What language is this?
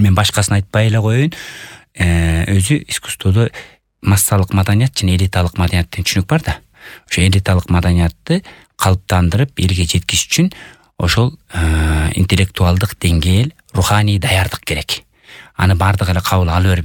Kyrgyz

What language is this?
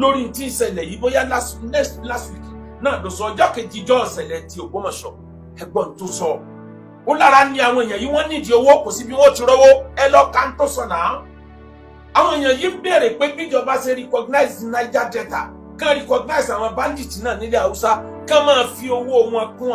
Yoruba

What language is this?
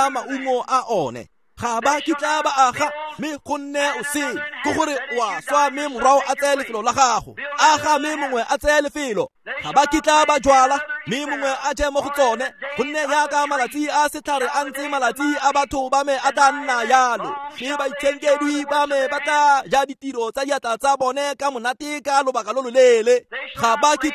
Tswana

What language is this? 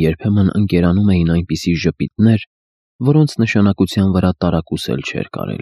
Armenian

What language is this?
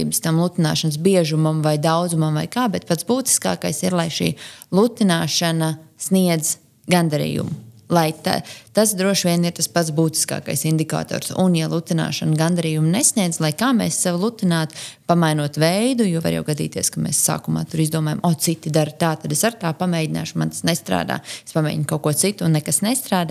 Latvian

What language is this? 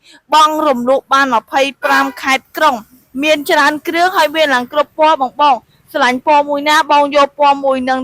Khmer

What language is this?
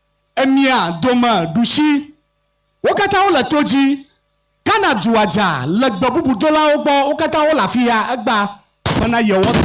Ewe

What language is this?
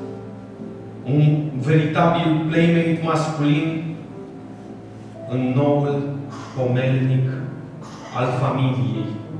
Romanian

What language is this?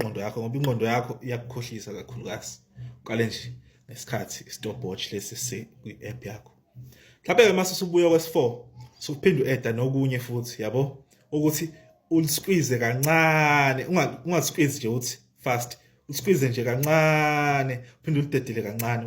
Zulu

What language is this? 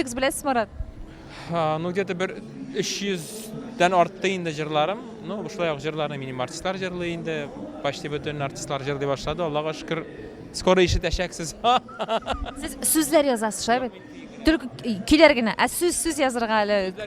Tatar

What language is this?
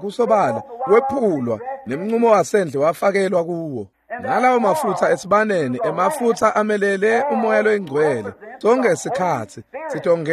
Swati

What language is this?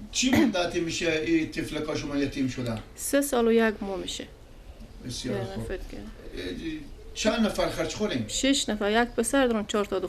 Persian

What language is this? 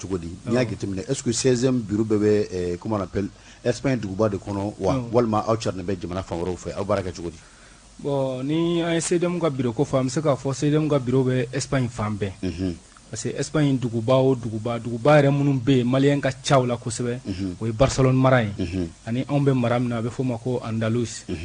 Bambara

